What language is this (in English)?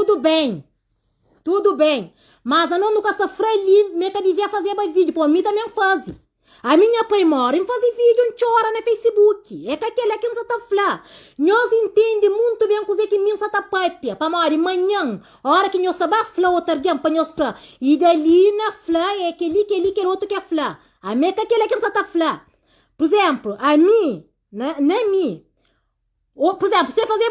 Kabuverdianu